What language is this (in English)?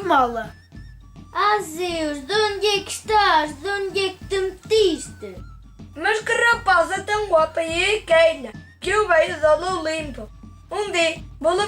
Mirandese